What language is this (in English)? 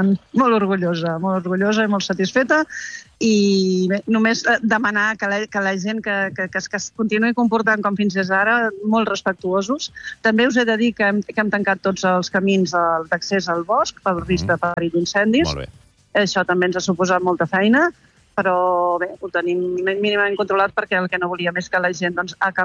Catalan